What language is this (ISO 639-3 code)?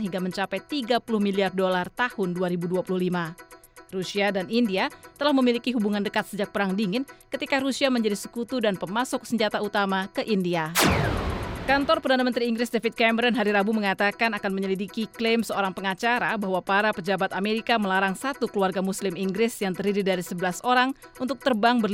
ind